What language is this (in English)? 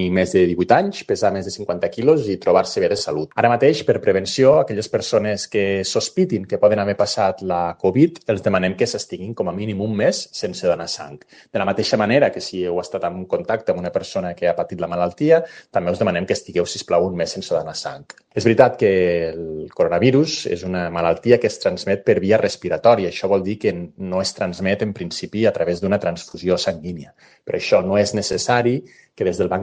Catalan